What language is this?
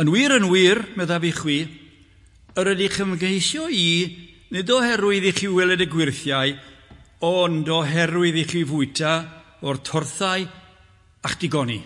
Welsh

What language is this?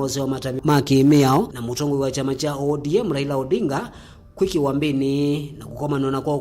Kamba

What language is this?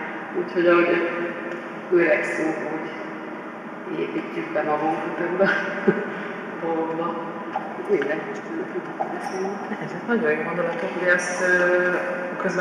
Hungarian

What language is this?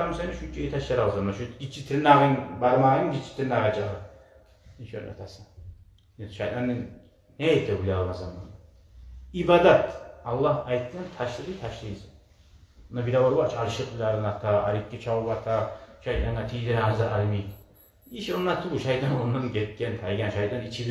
Kumyk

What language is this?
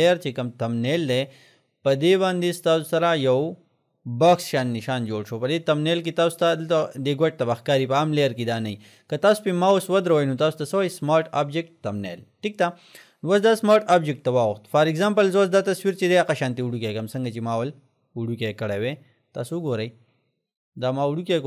Pashto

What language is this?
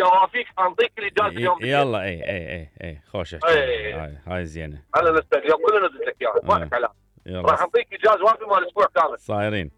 Mesopotamian Arabic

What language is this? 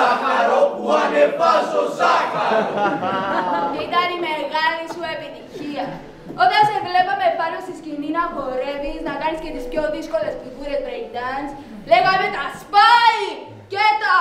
Greek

